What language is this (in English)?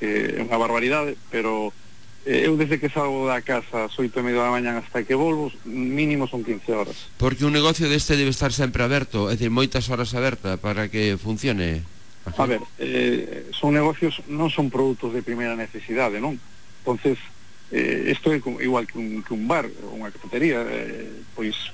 Galician